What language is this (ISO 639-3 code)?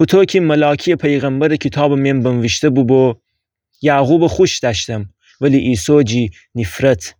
glk